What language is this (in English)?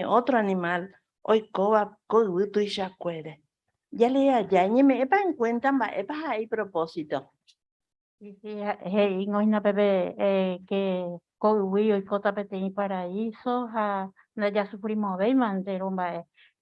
Guarani